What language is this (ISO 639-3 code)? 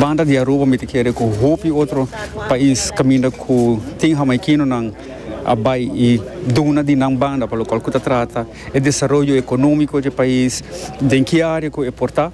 pap